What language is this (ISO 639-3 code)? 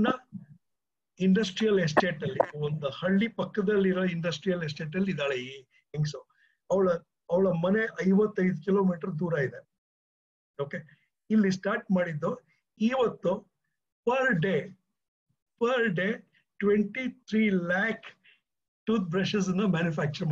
kan